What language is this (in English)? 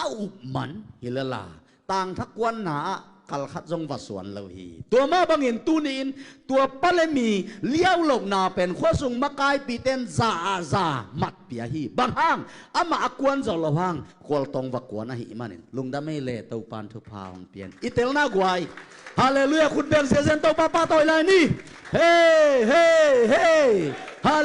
Tedim Chin